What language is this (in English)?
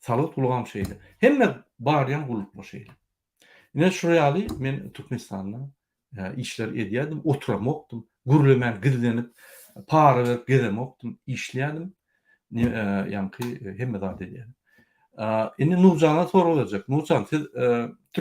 Turkmen